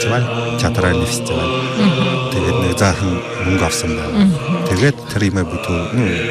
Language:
Buriat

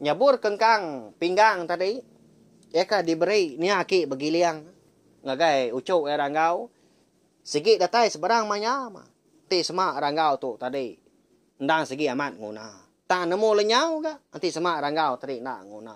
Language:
Iban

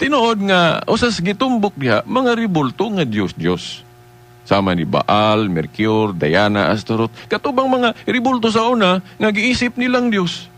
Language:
Cebuano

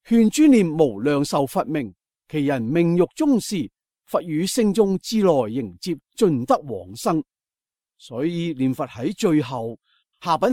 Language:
Cantonese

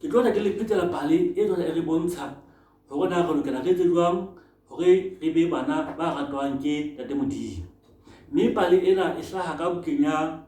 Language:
Southern Sotho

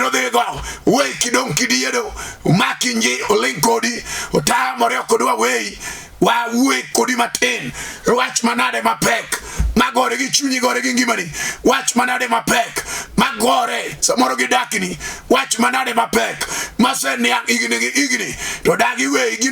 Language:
Luo (Kenya and Tanzania)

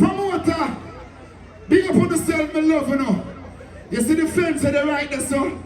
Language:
Jamaican Creole English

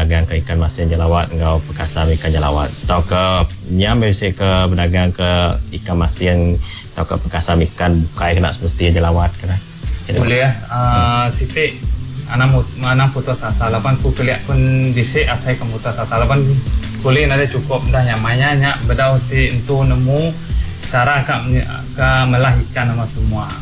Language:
Iban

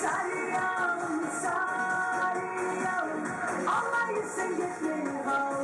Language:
Kumyk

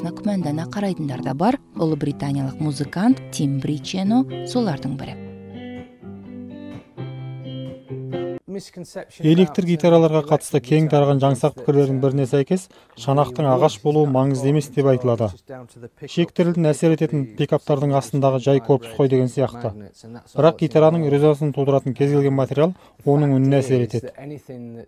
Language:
Kazakh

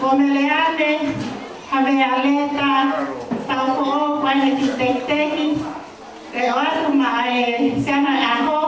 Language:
Tongan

